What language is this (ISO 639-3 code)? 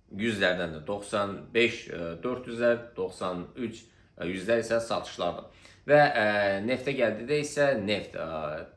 aze